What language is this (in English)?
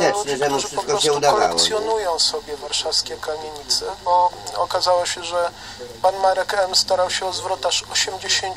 Polish